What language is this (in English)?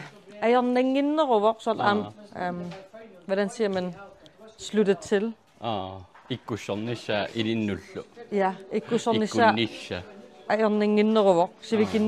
Kalaallisut